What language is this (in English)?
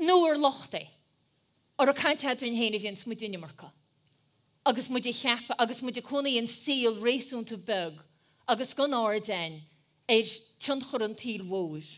Irish